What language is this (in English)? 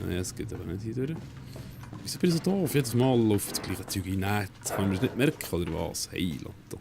Swiss German